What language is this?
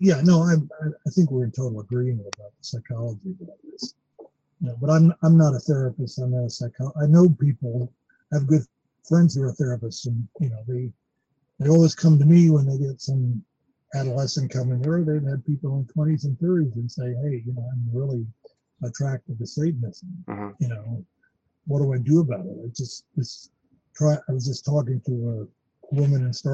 English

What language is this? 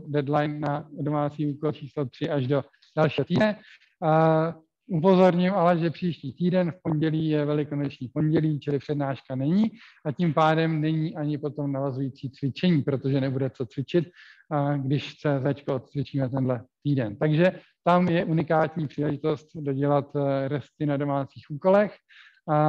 Czech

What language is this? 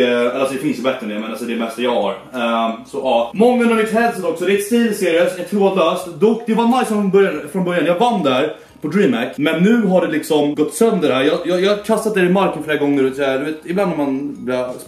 Swedish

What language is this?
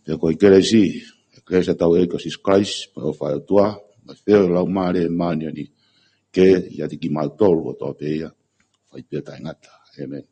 Tongan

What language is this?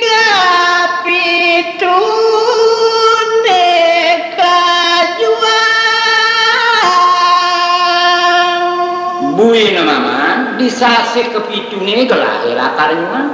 Balinese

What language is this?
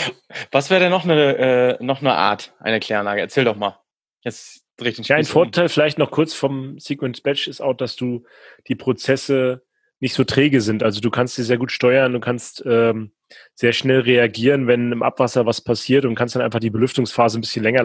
German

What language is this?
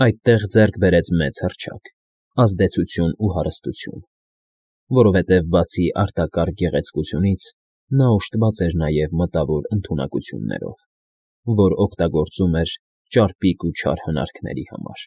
Armenian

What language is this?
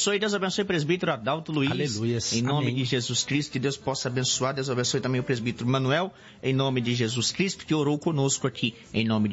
Portuguese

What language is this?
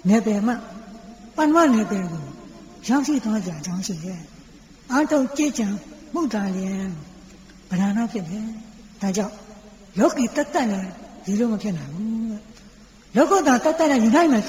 Burmese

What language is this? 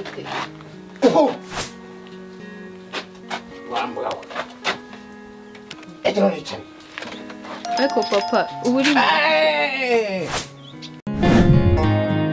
Kinyarwanda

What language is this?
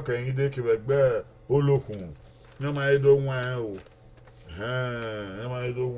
Bini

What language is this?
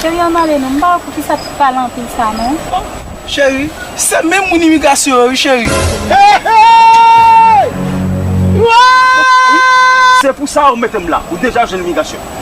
Haitian Creole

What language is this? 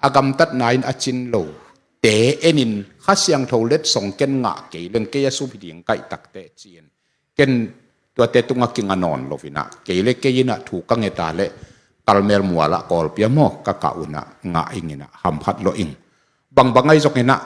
Tedim Chin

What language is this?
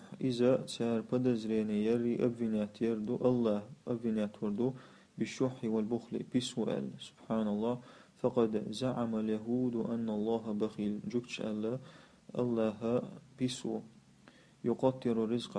Chechen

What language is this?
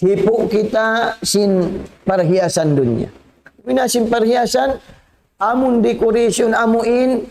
Tausug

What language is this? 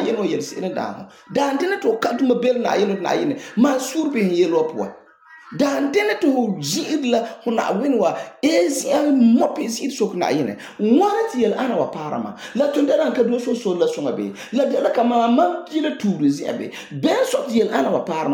Frafra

